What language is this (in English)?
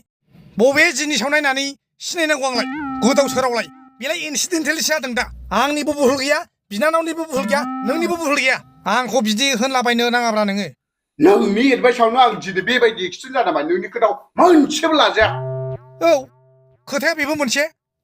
Bodo